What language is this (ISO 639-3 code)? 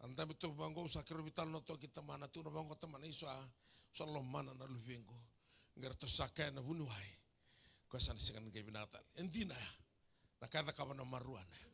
fij